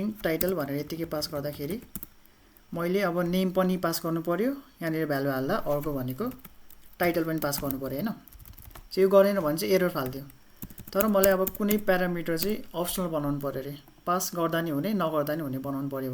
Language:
Nepali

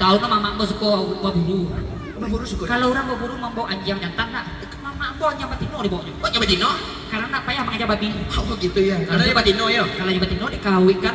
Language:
Minangkabau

